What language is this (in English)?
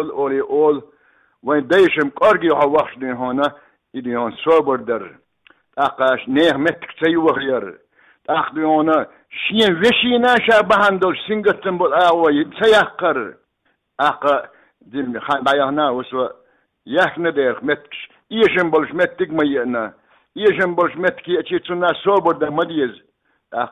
Chechen